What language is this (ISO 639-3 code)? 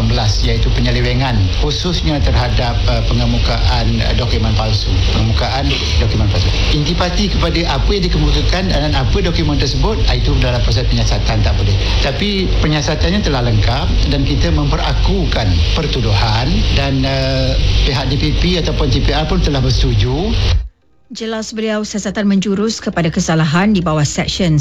msa